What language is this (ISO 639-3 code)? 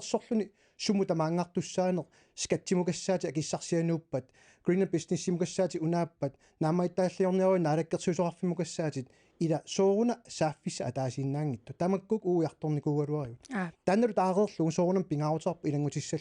kal